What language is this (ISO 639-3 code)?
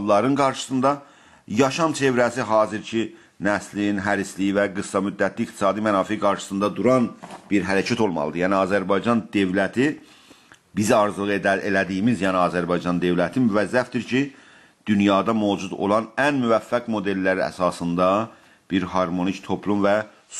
azb